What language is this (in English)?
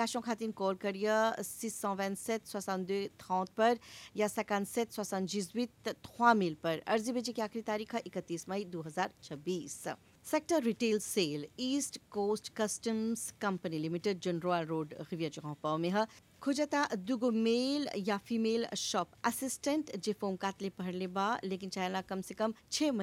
Bhojpuri